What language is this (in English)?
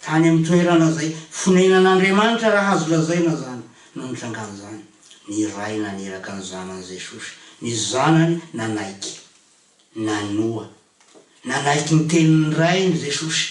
Malagasy